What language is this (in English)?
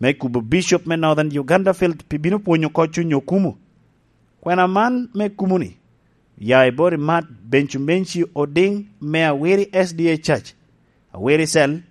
Lango (Uganda)